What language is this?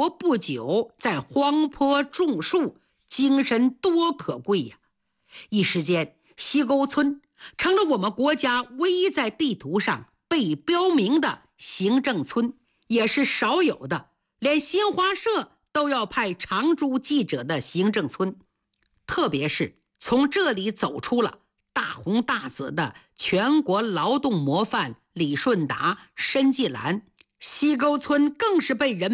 Chinese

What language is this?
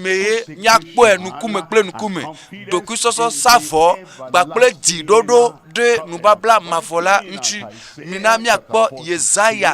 Ewe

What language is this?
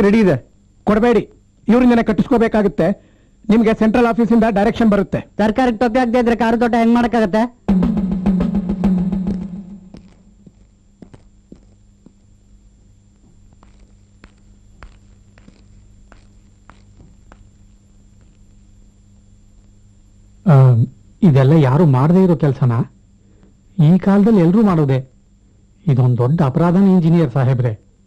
Kannada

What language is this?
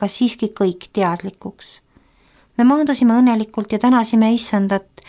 Estonian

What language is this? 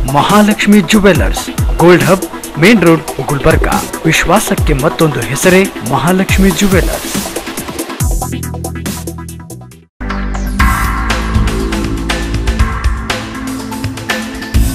Kannada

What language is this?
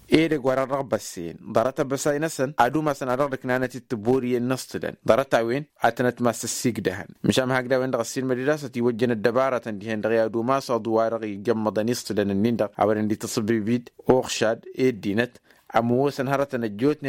Tamasheq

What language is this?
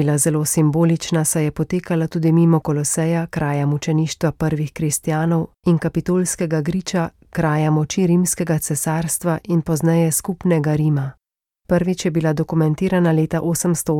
Slovenian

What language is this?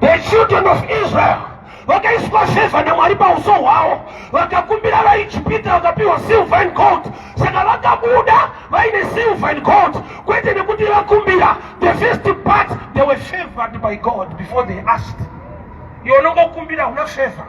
Shona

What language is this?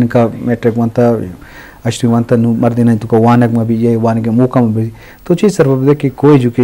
Eastern Balochi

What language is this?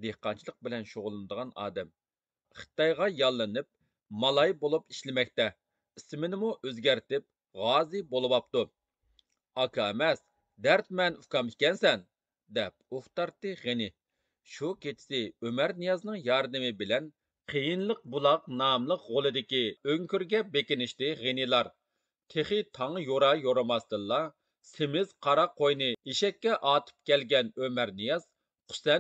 Uyghur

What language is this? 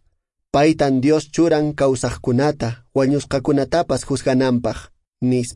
Quechua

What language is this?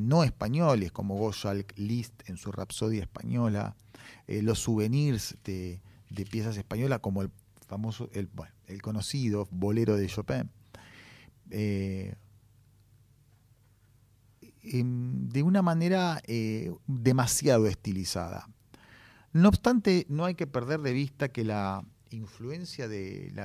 Spanish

